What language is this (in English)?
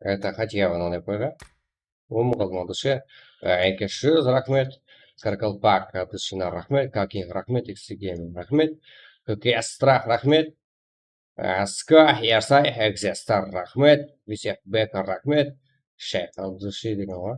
Kara-Kalpak